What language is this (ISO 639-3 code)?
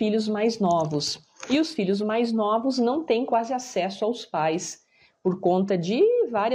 por